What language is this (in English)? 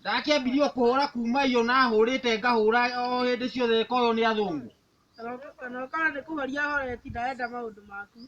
Kikuyu